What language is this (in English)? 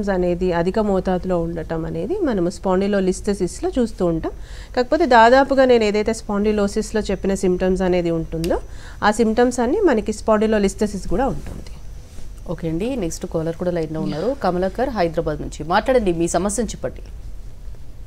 Telugu